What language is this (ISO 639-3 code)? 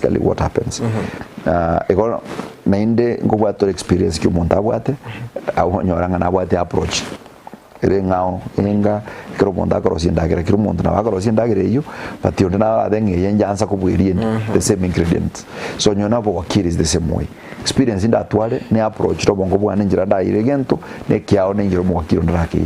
guz